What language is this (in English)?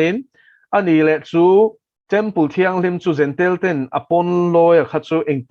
Mizo